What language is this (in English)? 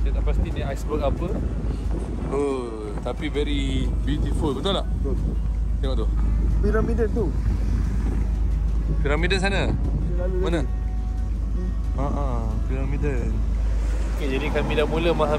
Malay